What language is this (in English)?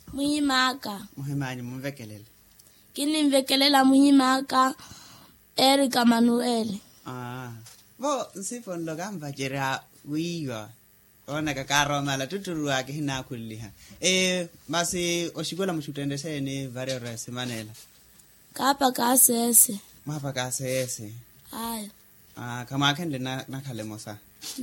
Makhuwa